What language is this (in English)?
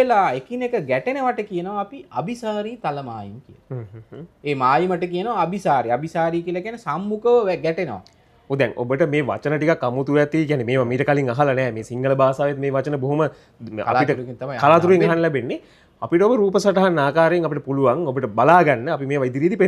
Sinhala